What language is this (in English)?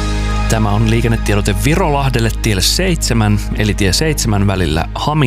Finnish